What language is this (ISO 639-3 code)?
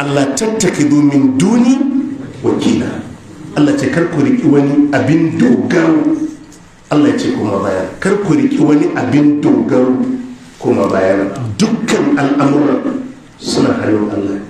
hau